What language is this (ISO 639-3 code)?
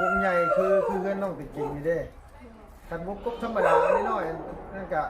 lao